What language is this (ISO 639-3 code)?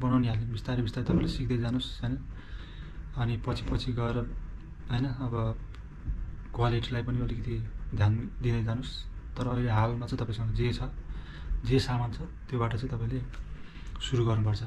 nep